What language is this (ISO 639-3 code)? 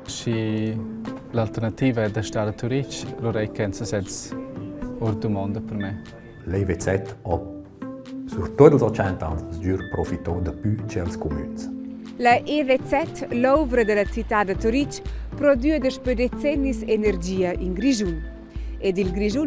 roh